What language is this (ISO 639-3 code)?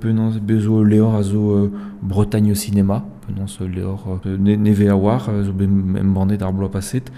bre